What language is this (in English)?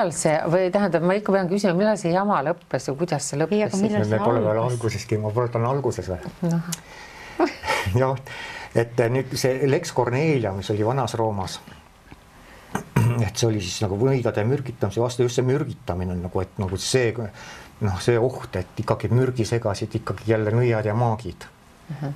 Estonian